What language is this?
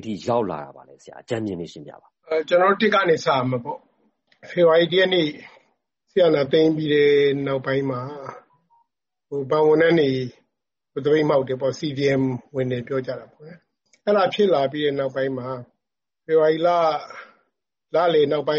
Burmese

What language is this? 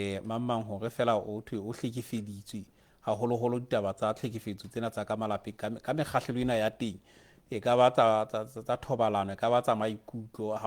Southern Sotho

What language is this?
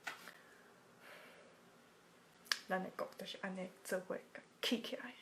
Min Nan Chinese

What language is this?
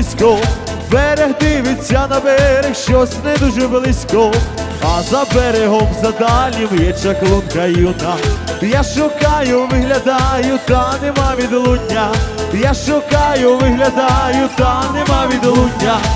Ukrainian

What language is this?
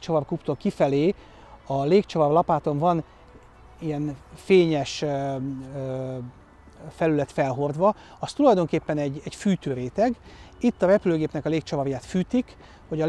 Hungarian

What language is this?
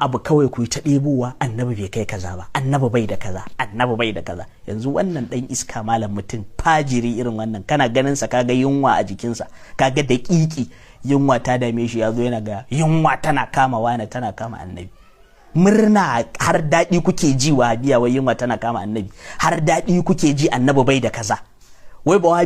Hausa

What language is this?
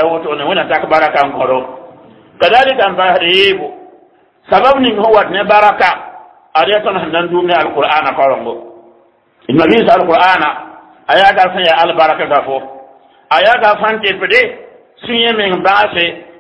Mossi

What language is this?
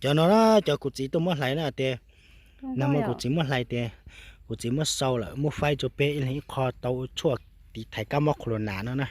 Hmong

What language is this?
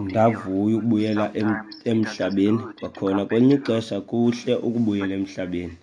Xhosa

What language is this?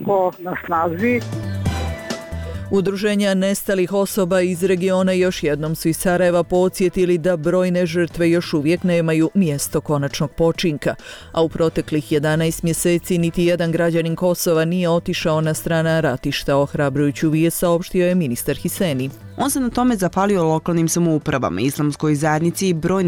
Bosnian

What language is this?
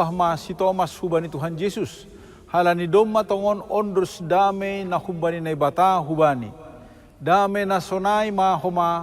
Batak Simalungun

